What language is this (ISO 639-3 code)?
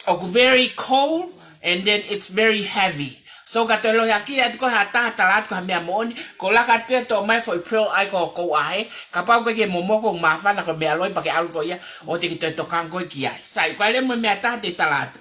ton